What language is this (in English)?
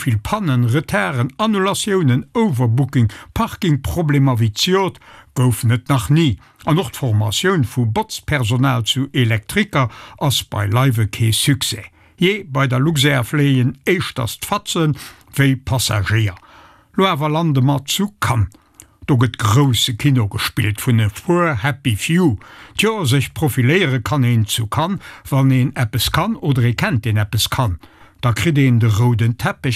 Luxembourgish